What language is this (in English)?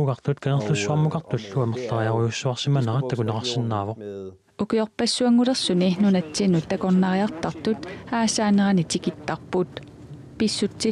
Kalaallisut